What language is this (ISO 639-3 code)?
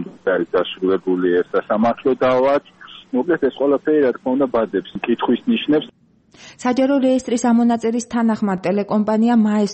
kat